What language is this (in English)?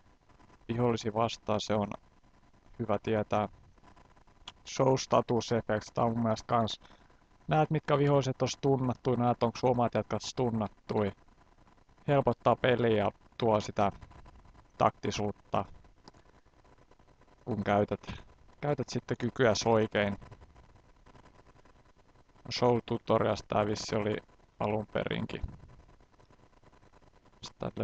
Finnish